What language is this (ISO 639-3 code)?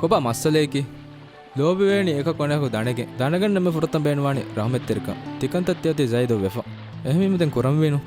div